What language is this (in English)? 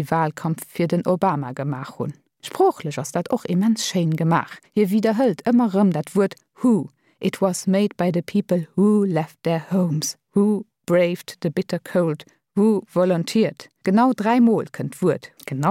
Luxembourgish